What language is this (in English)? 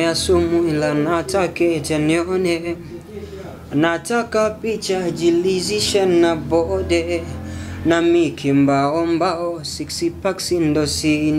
Swahili